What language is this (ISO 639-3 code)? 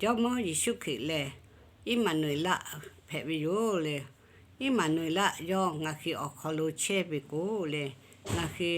lhu